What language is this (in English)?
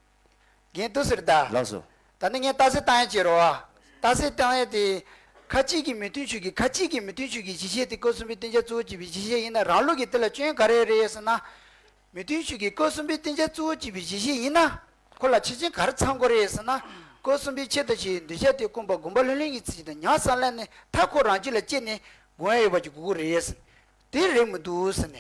Tibetan